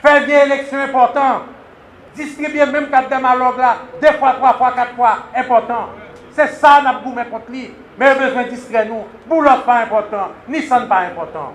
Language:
Haitian Creole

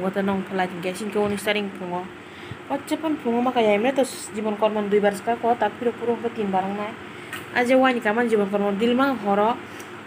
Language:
Kok Borok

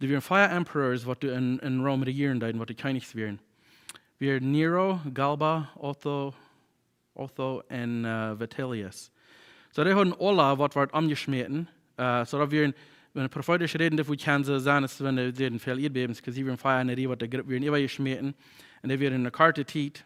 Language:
Plautdietsch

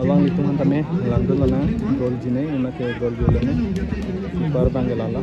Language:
Karbi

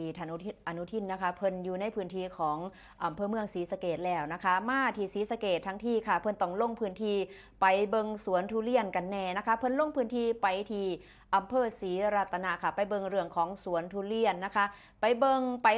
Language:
Northeastern Thai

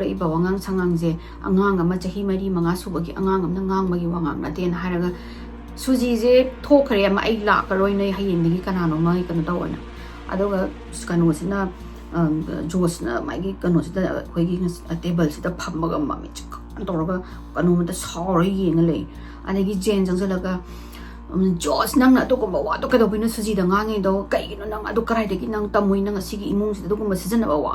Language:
Manipuri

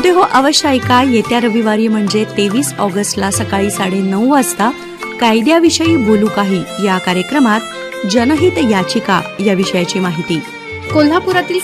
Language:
Marathi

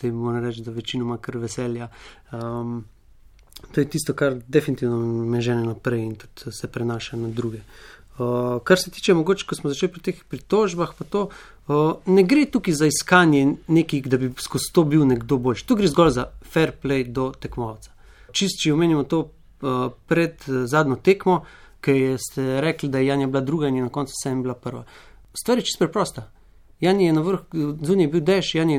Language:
Slovenian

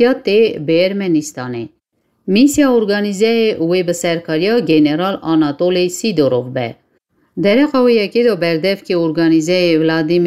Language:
Kurdish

